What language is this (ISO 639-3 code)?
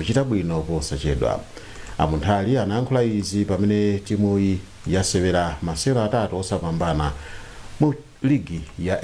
nya